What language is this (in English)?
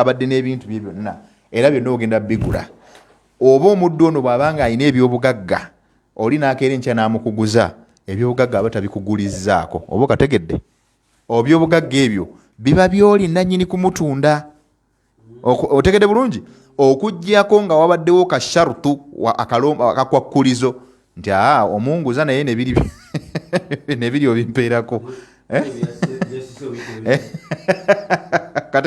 Ganda